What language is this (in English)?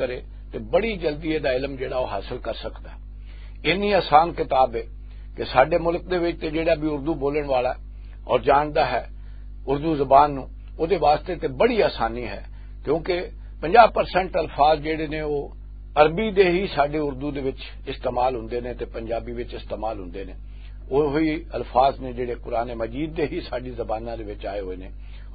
Western Panjabi